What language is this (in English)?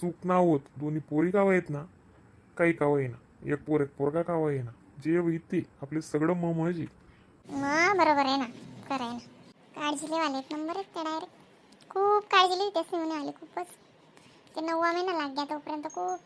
Khandesi